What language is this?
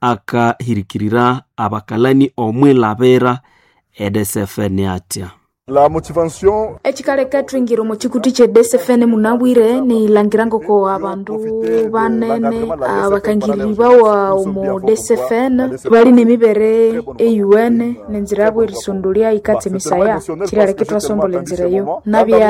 Nande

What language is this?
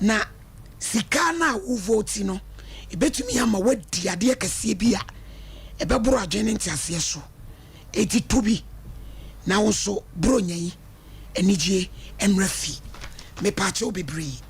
Akan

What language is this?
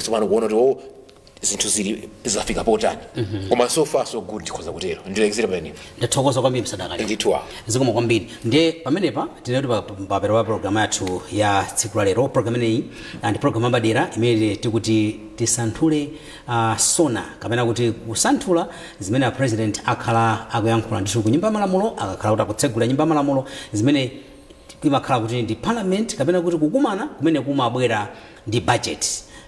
Nyanja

